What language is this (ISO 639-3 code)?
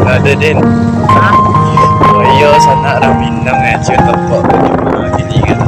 min